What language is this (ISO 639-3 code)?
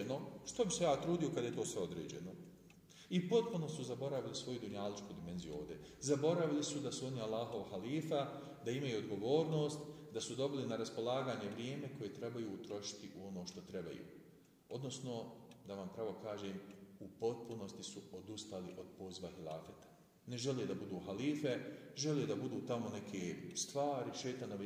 bos